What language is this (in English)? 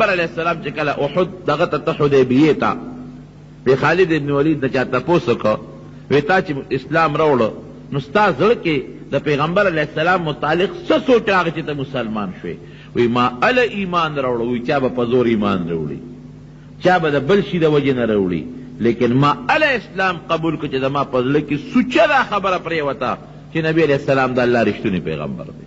Pashto